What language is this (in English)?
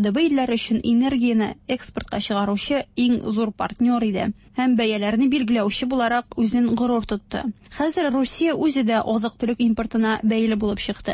Tatar